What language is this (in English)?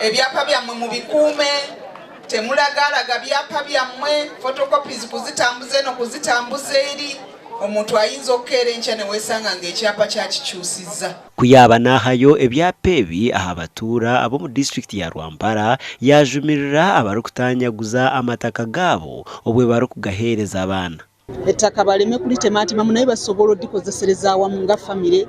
Nyankole